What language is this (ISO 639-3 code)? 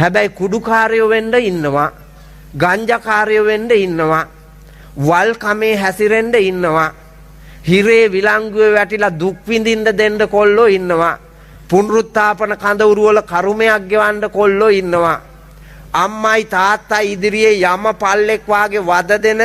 sin